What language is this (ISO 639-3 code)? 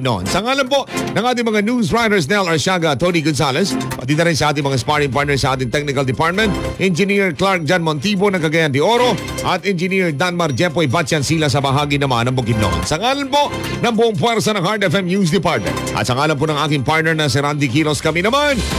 fil